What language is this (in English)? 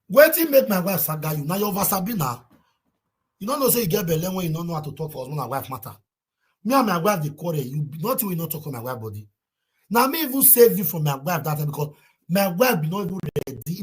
Nigerian Pidgin